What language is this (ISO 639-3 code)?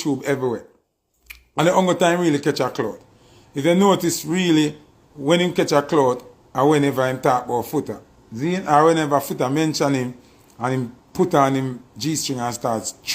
jam